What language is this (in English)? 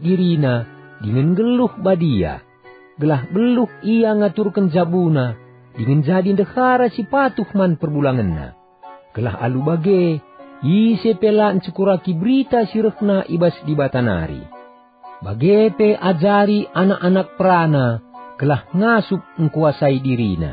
Batak Karo